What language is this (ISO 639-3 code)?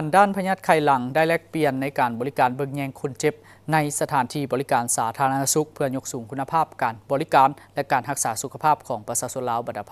lao